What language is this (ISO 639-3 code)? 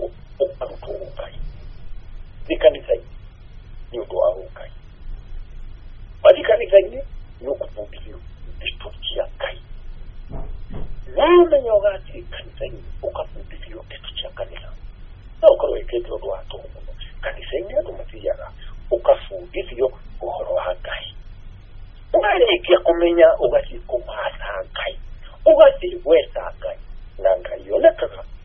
kik